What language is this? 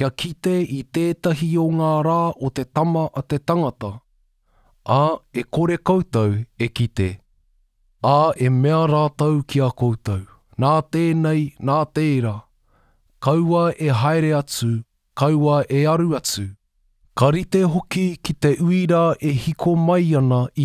Māori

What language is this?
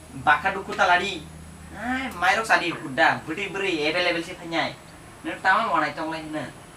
Kok Borok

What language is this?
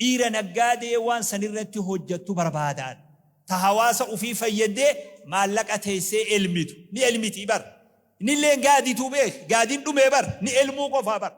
Oromo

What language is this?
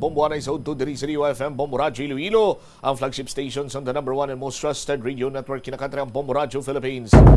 Hiligaynon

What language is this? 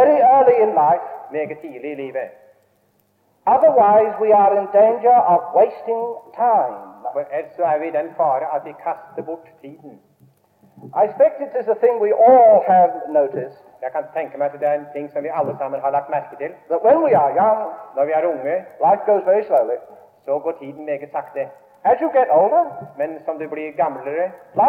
Norwegian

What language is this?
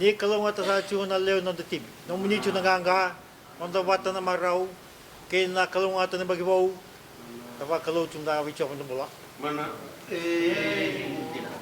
Fijian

